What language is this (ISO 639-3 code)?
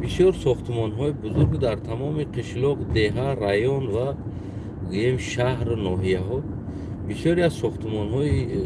tgk